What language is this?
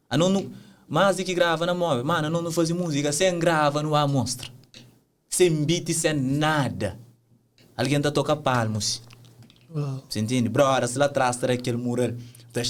Kabuverdianu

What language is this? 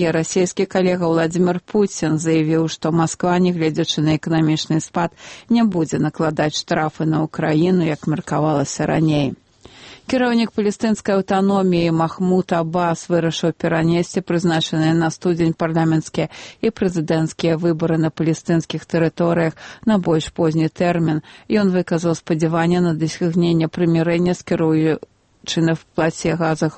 Belarusian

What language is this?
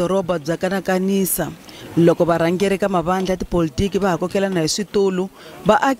Tsonga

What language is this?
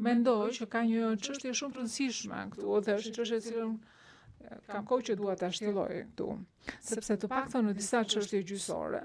Albanian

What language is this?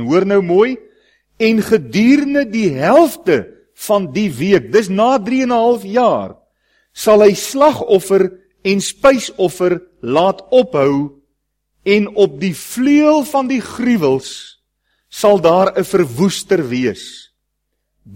Afrikaans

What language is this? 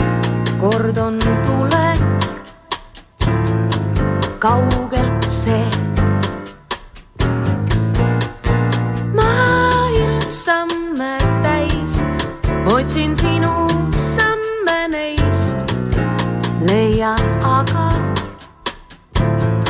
Estonian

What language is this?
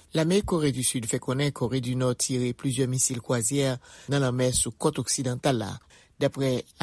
Haitian Creole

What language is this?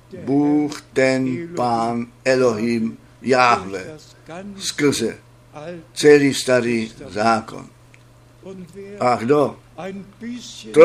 Czech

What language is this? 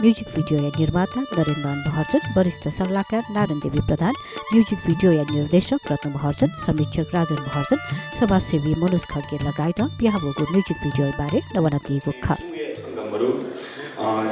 Newari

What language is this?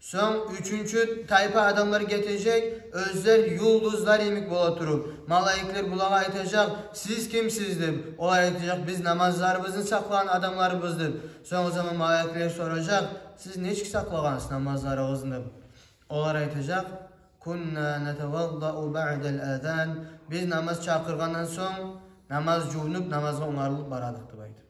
Kumyk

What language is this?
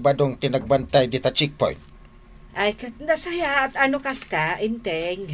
Iloko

